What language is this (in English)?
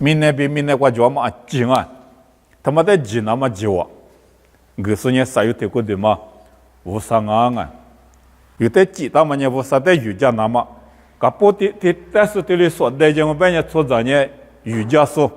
Lisu